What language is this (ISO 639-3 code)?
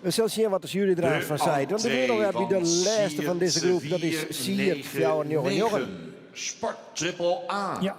fry